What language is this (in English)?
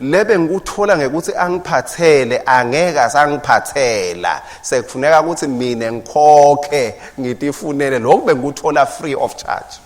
Swati